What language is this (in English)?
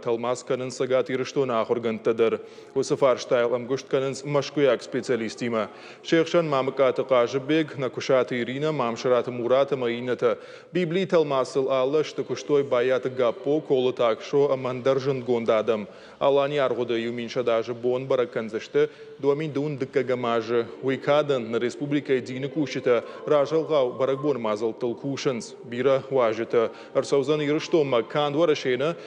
Ossetic